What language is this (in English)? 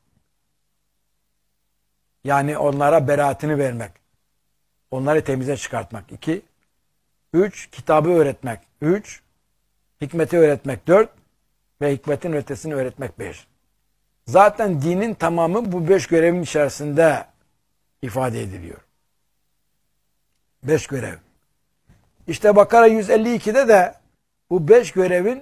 Turkish